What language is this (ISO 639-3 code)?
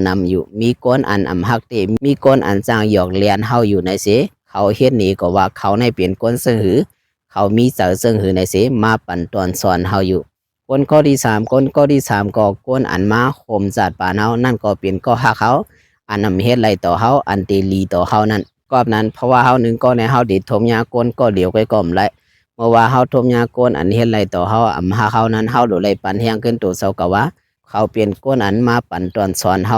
shn